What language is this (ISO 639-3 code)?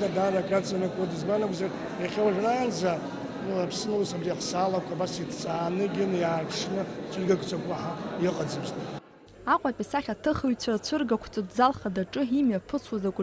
abk